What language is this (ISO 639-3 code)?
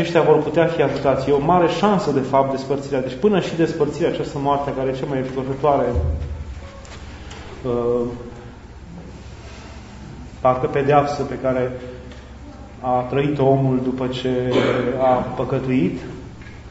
ron